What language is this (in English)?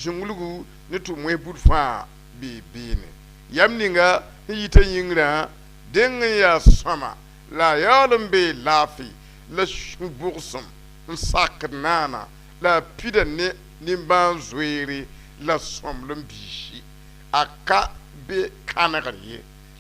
Mossi